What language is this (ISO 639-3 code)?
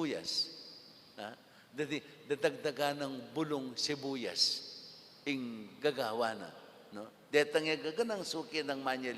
pam